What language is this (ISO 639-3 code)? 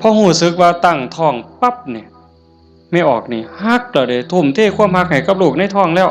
tts